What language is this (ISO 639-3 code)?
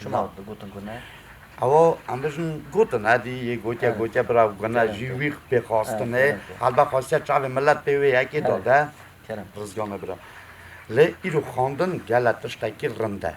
kur